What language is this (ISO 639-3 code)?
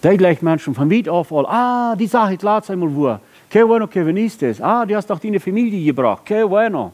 pdt